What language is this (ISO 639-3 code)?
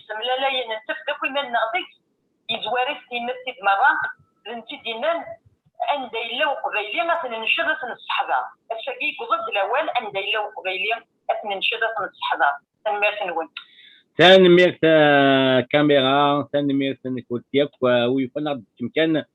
kab